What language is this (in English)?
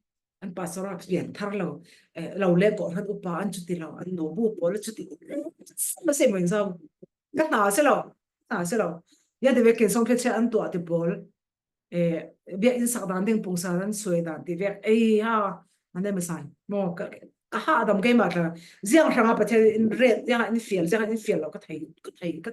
Falam Chin